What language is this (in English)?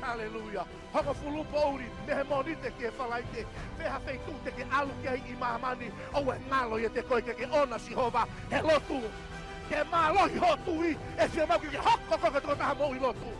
Tongan